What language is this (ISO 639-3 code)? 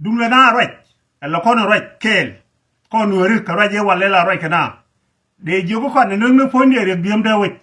nus